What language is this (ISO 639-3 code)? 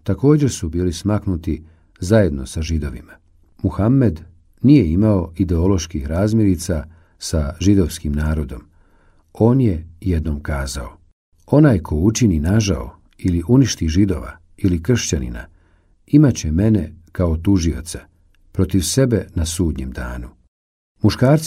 bos